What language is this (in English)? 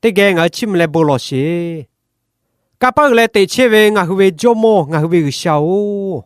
Lahu